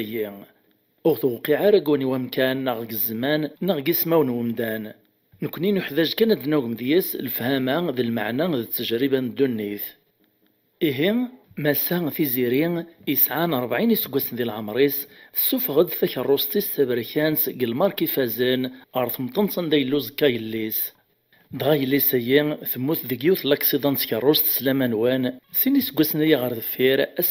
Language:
Kabyle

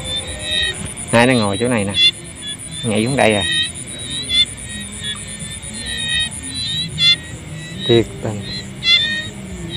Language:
Vietnamese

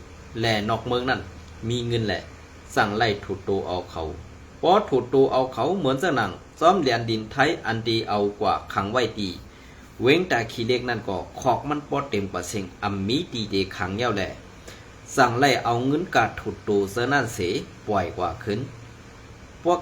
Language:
Shan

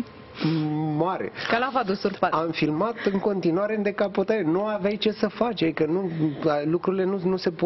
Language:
Romanian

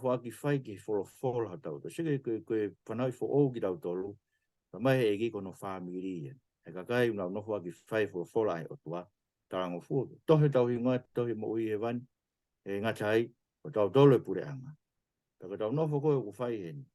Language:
Tongan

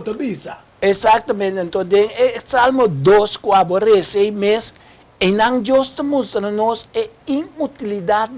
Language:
Papiamento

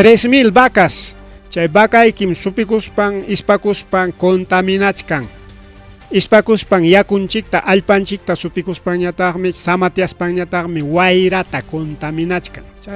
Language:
Ayacucho Quechua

